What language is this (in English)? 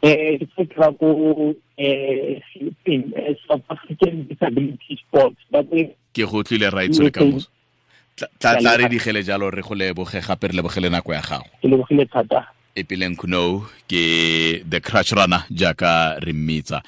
Tswana